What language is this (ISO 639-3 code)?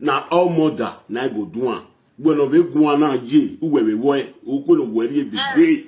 pcm